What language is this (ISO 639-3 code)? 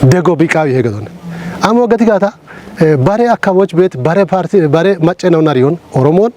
kbr